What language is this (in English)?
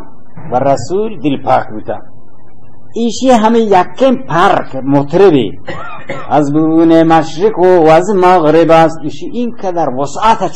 Baluchi